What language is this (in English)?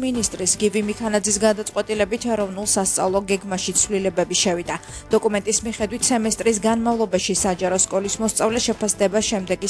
Georgian